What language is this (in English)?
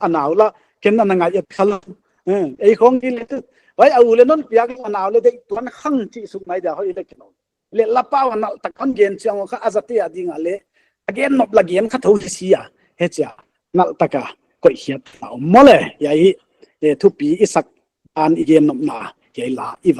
Paite Chin